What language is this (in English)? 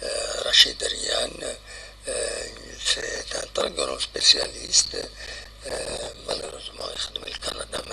Kabyle